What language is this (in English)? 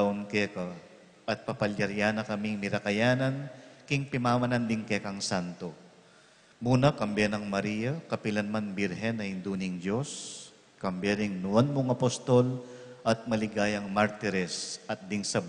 Pampanga